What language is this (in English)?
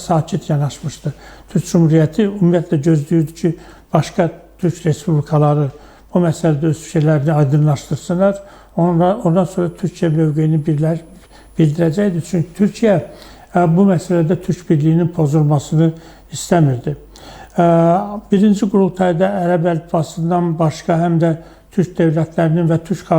Azerbaijani